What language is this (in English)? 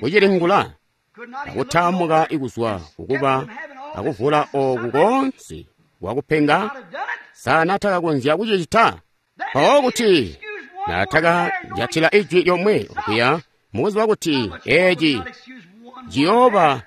Tonga (Zambia)